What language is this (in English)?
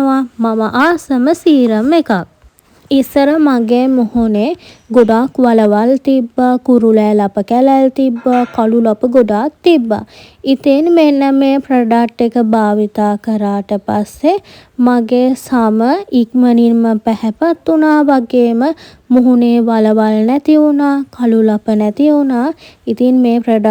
Sinhala